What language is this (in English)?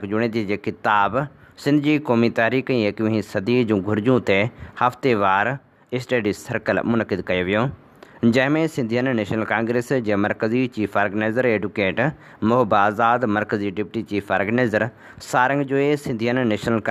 Sindhi